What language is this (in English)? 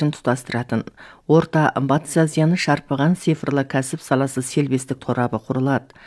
Kazakh